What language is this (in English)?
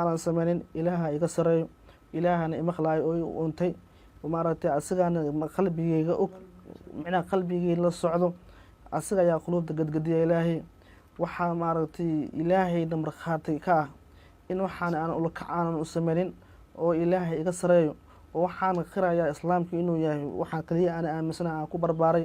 Somali